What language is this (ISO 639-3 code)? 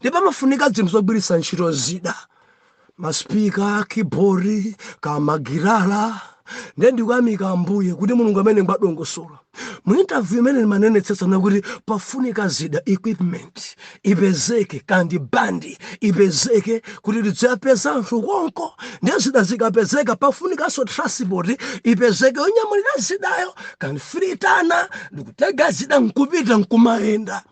nya